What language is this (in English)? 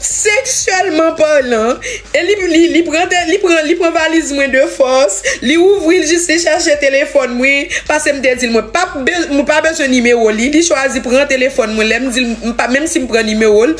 Haitian Creole